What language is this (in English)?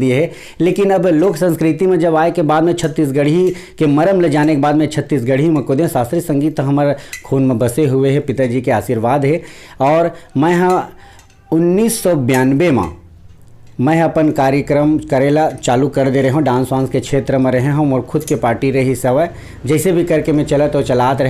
Chhattisgarhi